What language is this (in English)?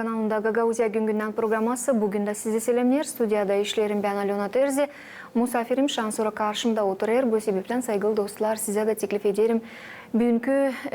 Gagauz